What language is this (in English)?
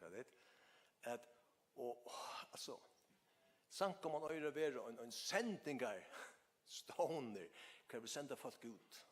Faroese